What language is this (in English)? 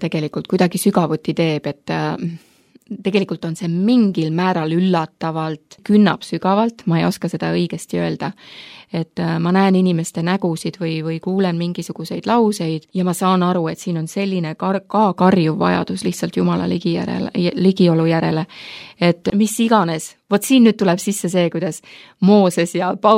Estonian